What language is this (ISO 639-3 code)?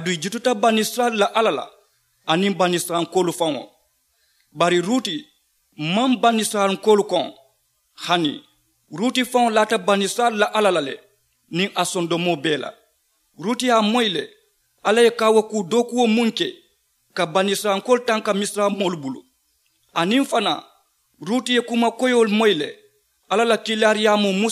man